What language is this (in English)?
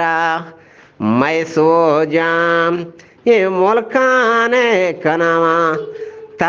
Eastern Balochi